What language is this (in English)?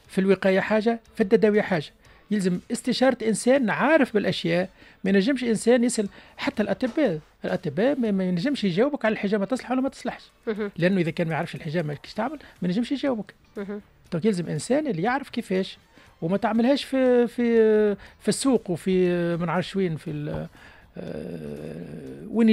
Tunisian Arabic